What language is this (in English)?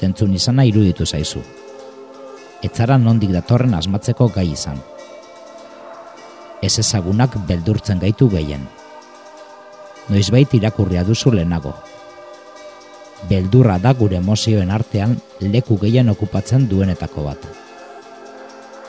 Basque